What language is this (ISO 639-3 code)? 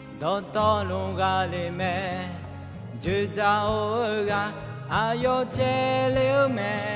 ahk